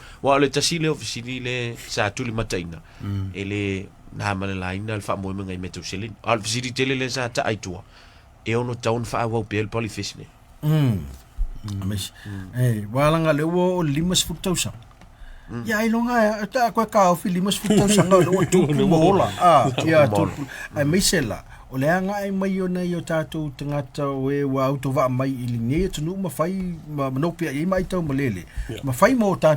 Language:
Samoan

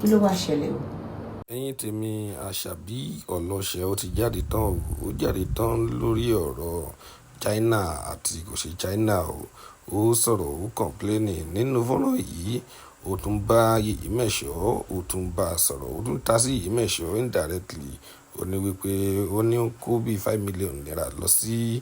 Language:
Yoruba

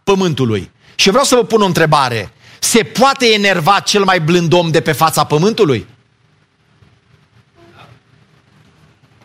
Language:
Romanian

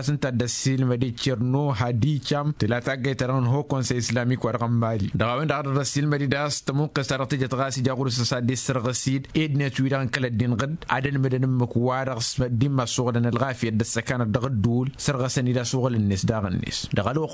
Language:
Tamasheq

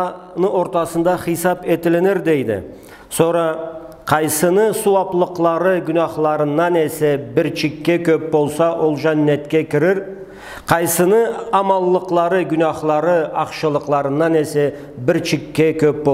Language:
Karachay-Balkar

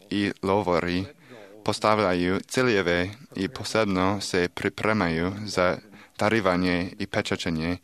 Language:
Serbian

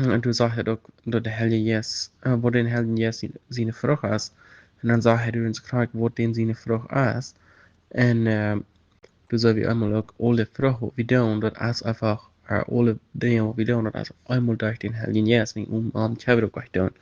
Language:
Plautdietsch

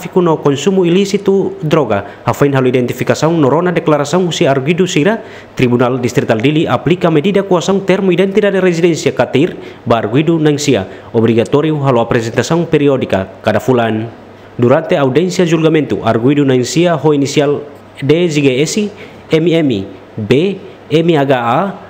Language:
Tetum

